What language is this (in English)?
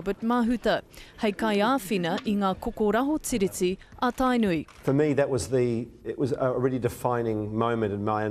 Māori